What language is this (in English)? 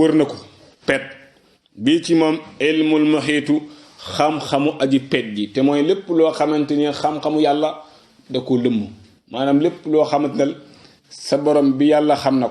Wolof